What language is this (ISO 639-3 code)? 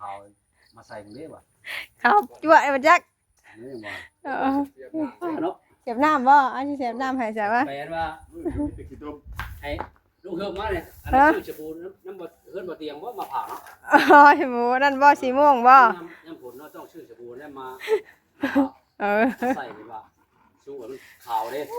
tts